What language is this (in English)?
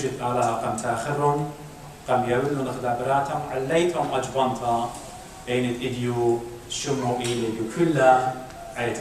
Assyrian Neo-Aramaic